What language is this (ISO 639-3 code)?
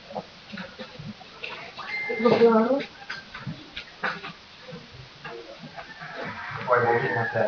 fil